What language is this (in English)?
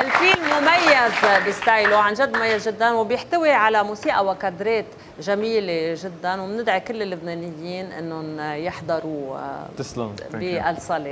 North Levantine Arabic